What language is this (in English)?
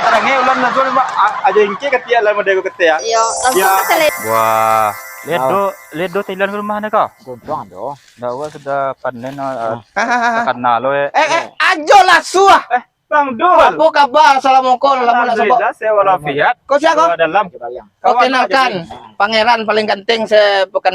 Minangkabau